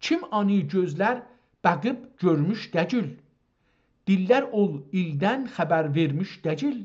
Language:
South Azerbaijani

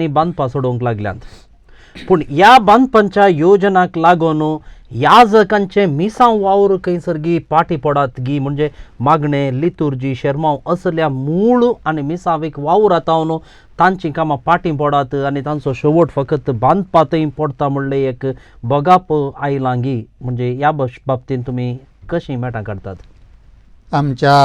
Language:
Konkani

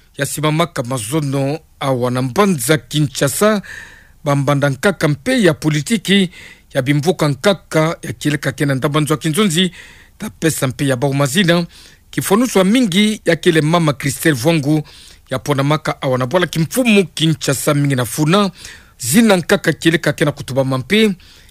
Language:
Kituba (Democratic Republic of Congo)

